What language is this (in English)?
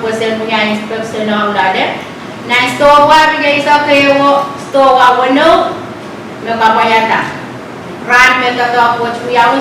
Pohnpeian